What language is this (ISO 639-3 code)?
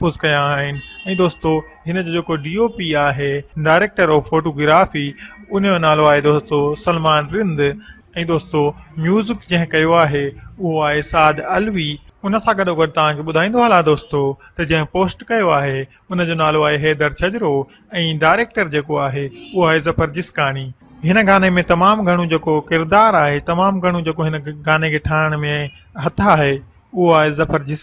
snd